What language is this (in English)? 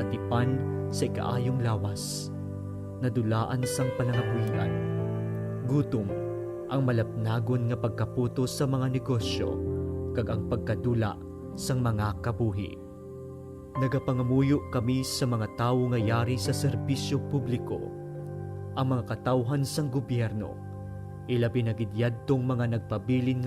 Hiligaynon